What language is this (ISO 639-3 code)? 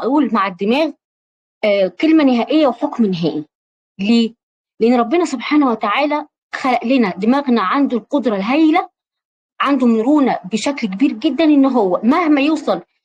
arz